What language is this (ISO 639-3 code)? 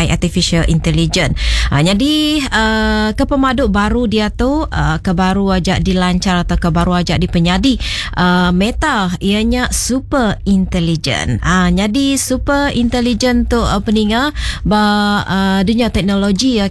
iba